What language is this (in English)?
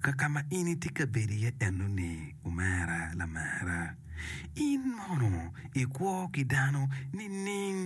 Acoli